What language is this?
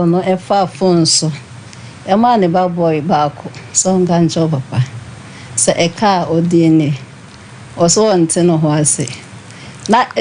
Akan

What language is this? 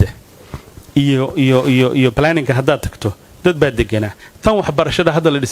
Somali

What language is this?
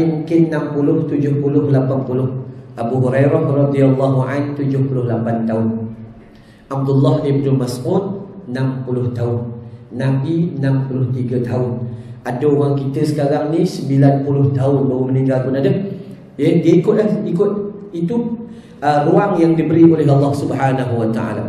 Malay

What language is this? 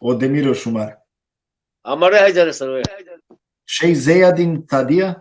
Balkan Romani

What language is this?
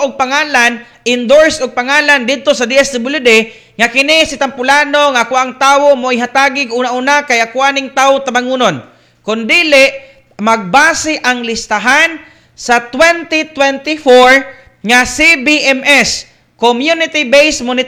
Cebuano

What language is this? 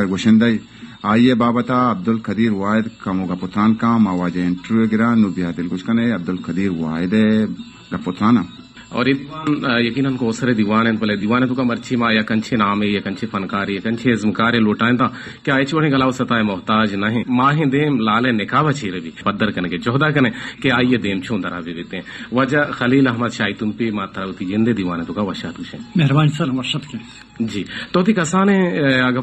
Baluchi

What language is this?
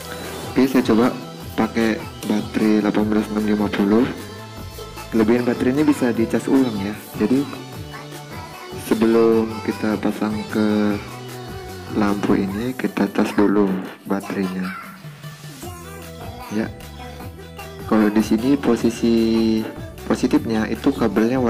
Indonesian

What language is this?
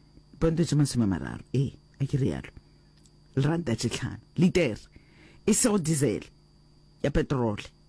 Northern Sotho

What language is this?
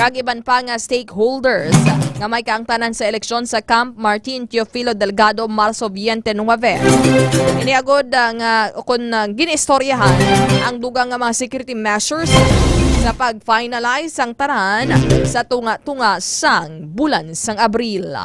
Hiligaynon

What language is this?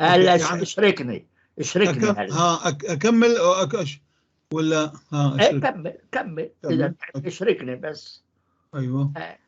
North Levantine Arabic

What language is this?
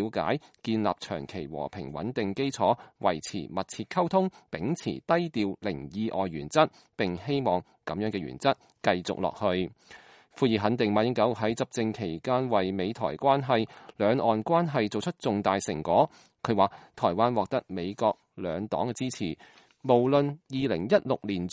Cantonese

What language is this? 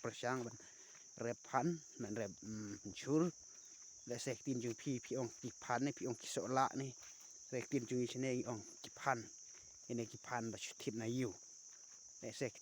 Khasi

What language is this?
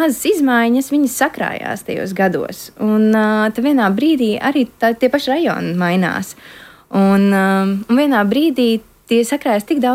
Latvian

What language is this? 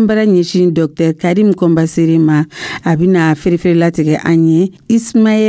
Dyula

